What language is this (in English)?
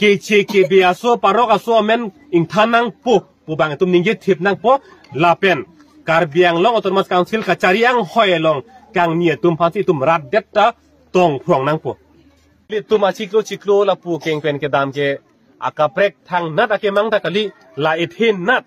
Karbi